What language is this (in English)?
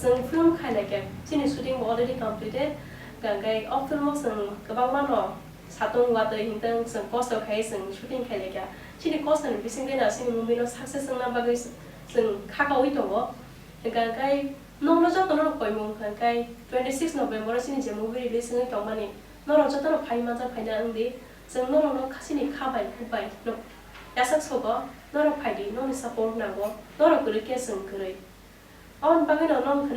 Kok Borok